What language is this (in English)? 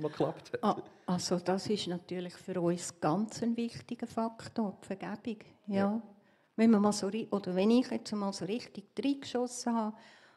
Swiss German